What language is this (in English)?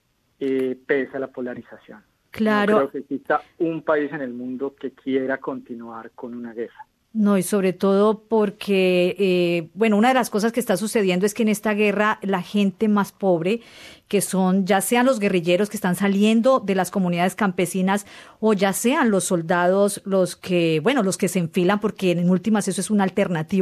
Spanish